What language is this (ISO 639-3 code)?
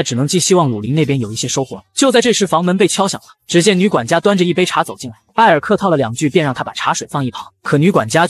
zho